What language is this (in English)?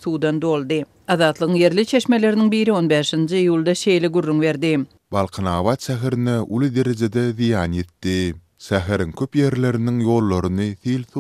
Turkmen